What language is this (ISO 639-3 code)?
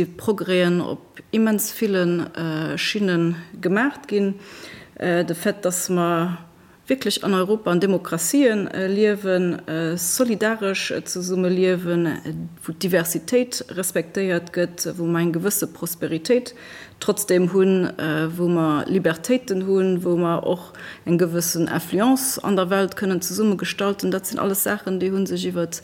ltz